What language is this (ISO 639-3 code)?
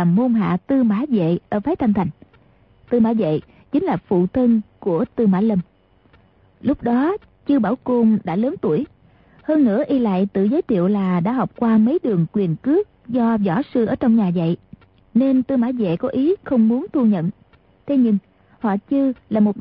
vie